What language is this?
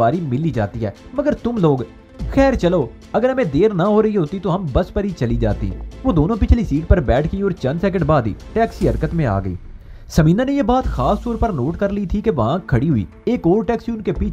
Urdu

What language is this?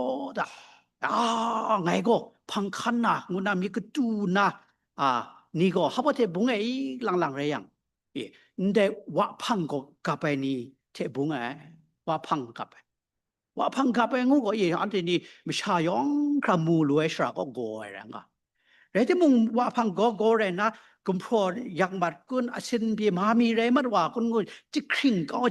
Kachin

